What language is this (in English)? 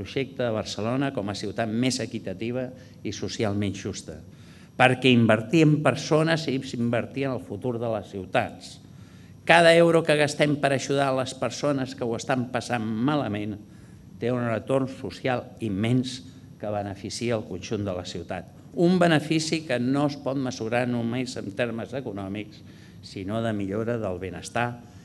Catalan